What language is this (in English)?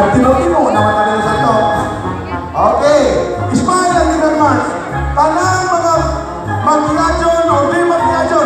Cebuano